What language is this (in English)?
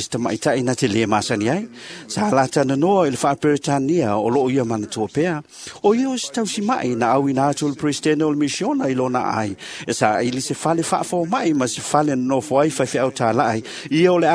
Samoan